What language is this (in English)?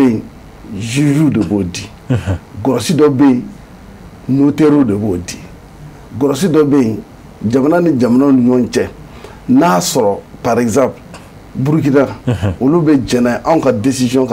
Bambara